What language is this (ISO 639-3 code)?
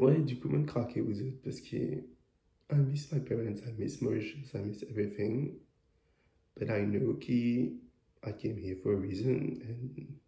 mfe